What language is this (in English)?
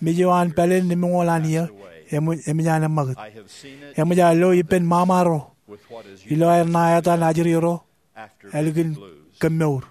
Marshallese